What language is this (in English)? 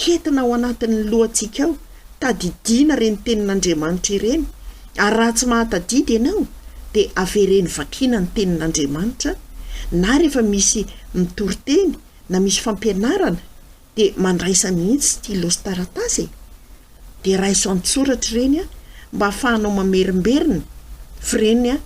Malagasy